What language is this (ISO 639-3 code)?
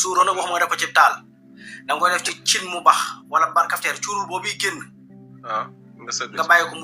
wol